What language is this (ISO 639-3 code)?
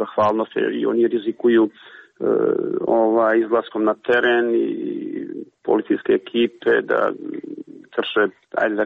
srp